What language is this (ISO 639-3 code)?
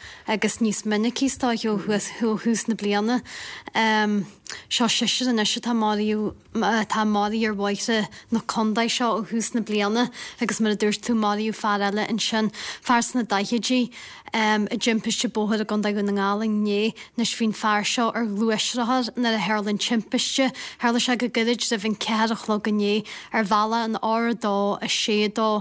gle